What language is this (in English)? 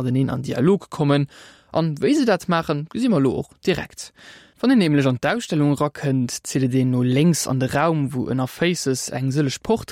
Luxembourgish